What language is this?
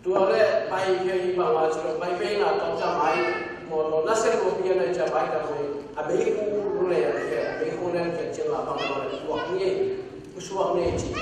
Tedim Chin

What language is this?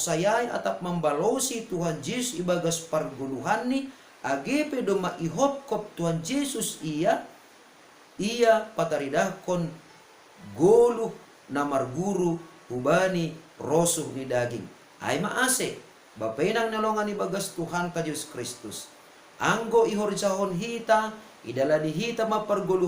Batak Simalungun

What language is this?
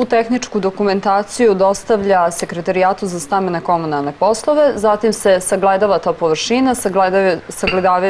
Serbian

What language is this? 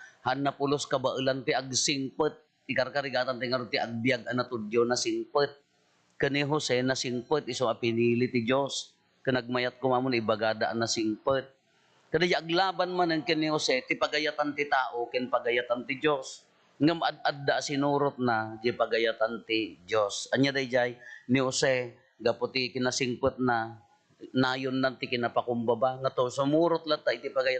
Iloko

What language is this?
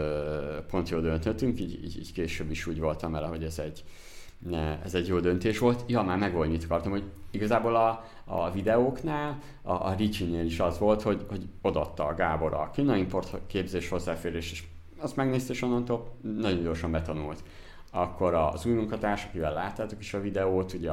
Hungarian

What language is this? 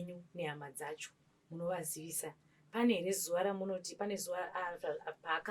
Shona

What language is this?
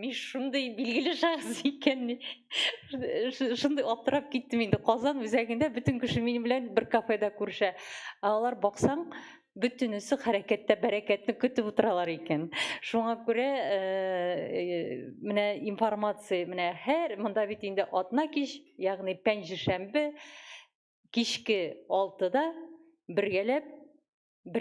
Tatar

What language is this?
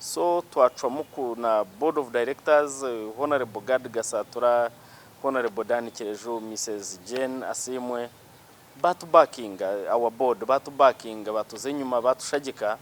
Nyankole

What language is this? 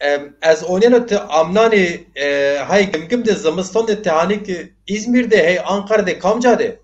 Zaza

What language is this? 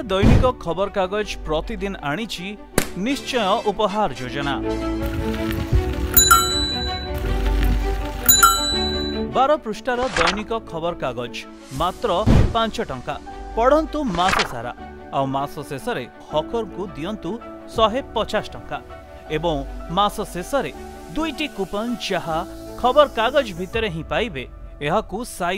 Odia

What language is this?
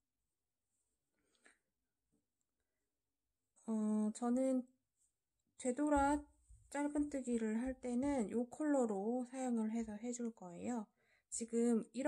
Korean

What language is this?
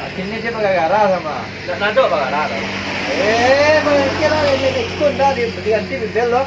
Minangkabau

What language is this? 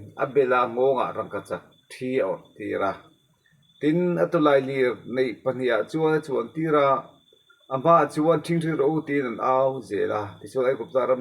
Mizo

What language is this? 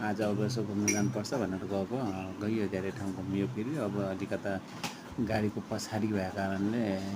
Nepali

